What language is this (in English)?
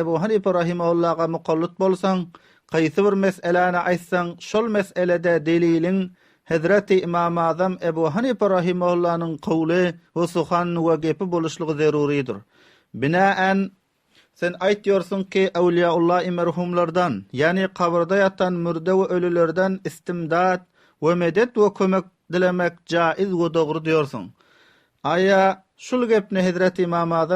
Turkmen